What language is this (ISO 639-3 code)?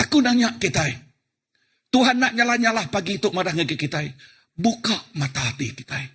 iba